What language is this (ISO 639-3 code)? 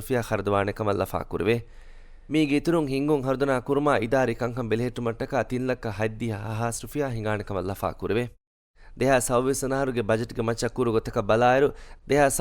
div